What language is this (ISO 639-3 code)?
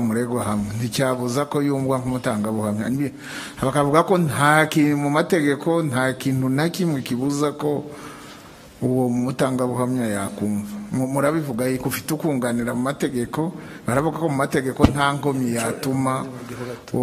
kin